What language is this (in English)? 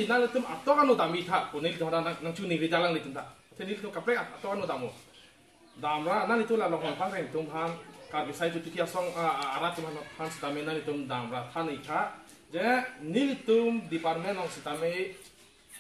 Karbi